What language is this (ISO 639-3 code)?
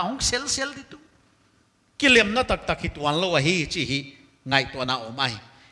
pck